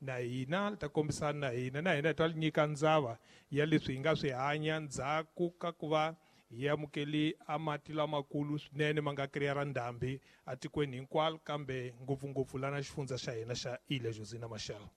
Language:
Tsonga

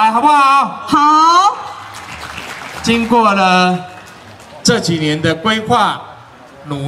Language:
Chinese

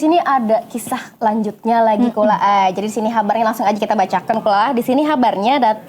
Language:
Banjar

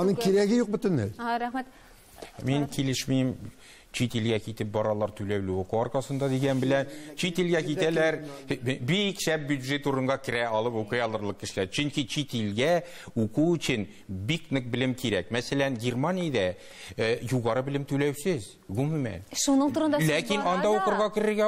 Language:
Tatar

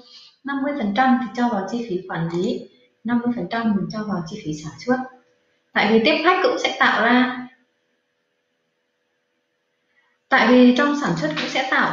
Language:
Vietnamese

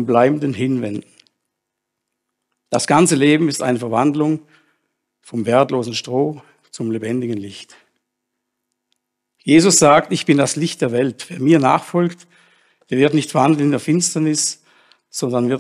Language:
German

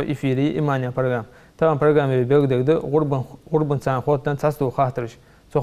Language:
Ingush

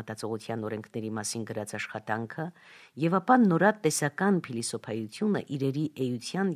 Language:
Armenian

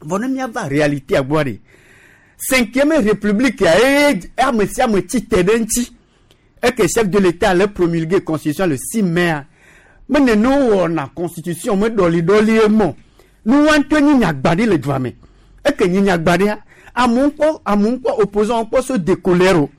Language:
Gen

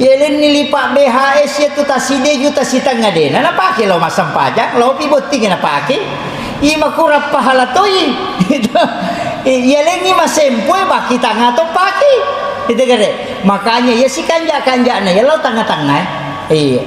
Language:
Buginese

